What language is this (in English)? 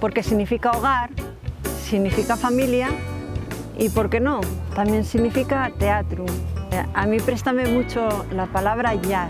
Asturian